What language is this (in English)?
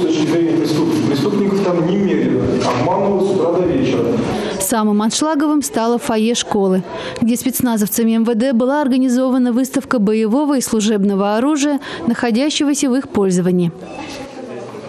Russian